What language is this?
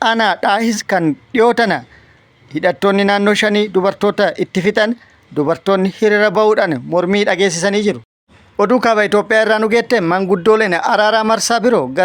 Oromo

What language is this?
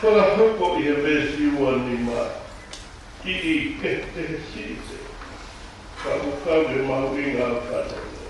Tongan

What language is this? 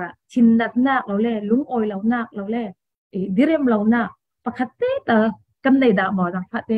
Falam Chin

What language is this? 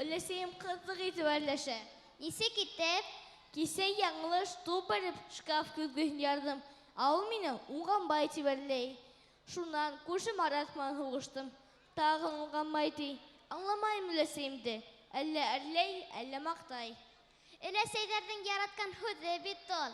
Bashkir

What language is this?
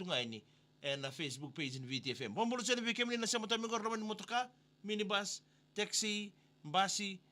Fijian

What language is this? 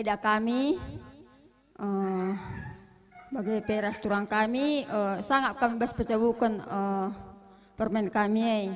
Batak Karo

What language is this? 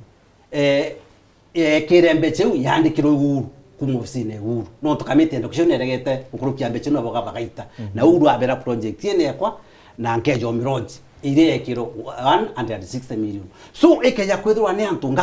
Meru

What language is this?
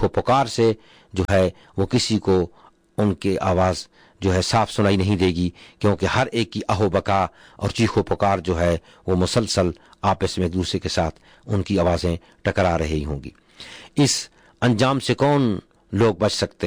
Urdu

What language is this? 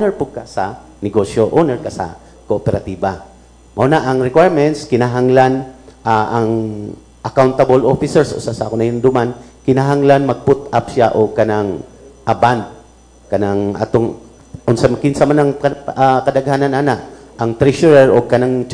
Cebuano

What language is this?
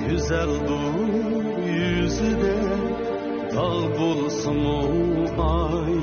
Uyghur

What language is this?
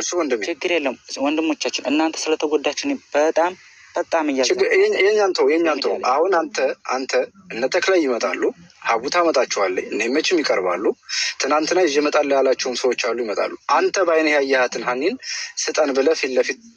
Amharic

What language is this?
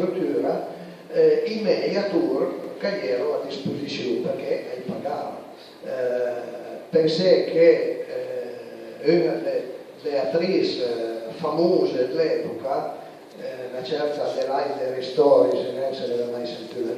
Piedmontese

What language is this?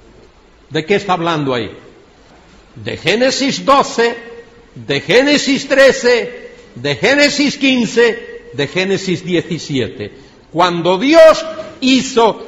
Spanish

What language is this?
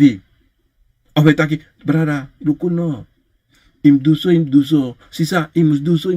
Sranan Tongo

